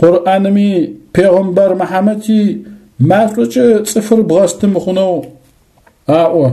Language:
Adyghe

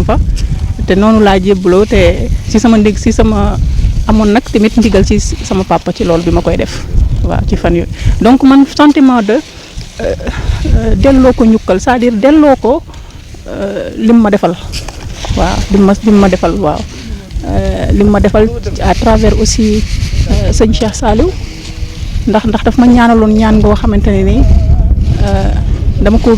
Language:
Wolof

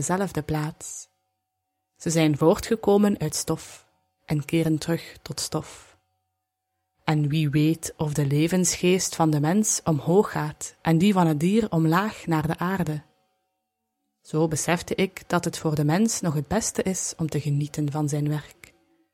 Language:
Dutch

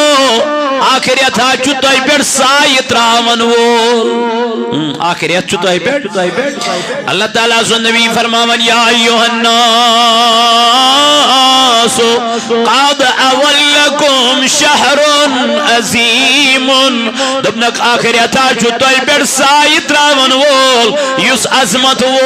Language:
Kashmiri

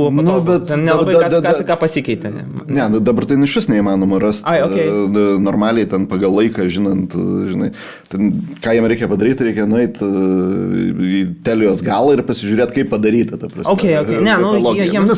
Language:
Lithuanian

